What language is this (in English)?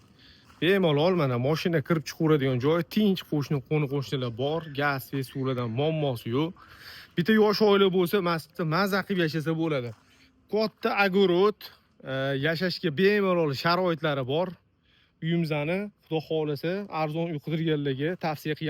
Uzbek